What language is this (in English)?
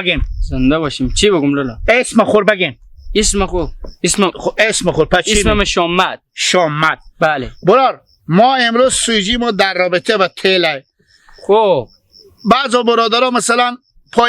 Hazaragi